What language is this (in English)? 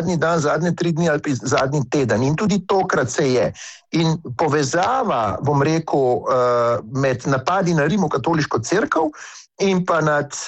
Slovenian